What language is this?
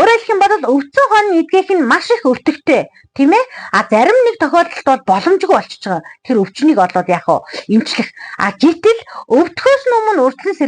Mongolian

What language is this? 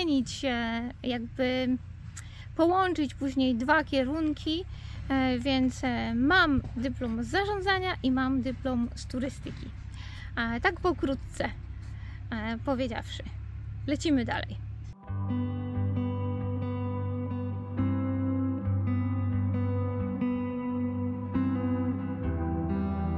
Polish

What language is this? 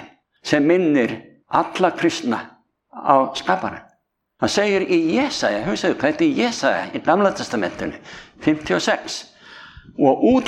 Icelandic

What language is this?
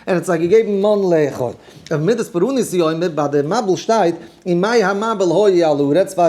Yiddish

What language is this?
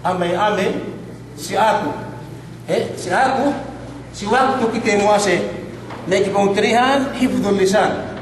Yakan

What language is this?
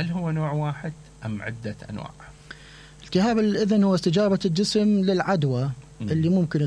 Mesopotamian Arabic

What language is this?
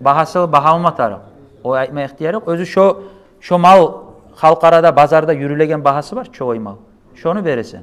Kumyk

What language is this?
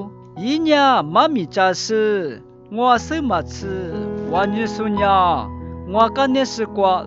Lisu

